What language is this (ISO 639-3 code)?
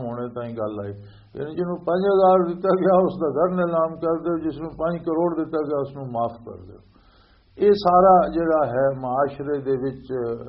lah